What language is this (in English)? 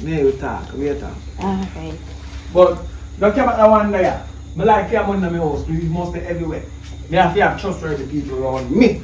Jamaican Creole English